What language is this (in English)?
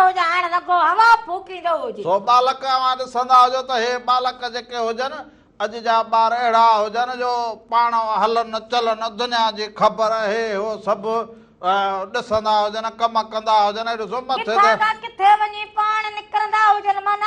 Sindhi